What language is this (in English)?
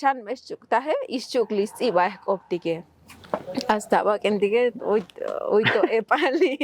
Tzotzil